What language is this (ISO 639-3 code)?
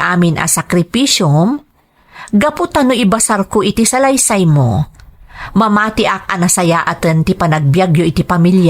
ilo